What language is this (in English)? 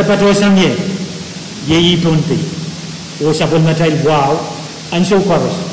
Pohnpeian